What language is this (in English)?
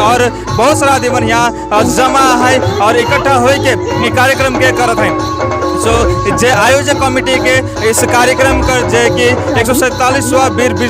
Sadri